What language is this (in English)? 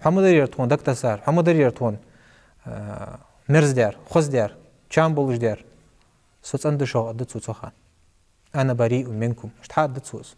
Ingush